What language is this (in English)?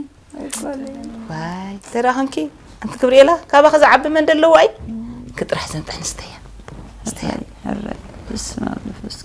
Tigrinya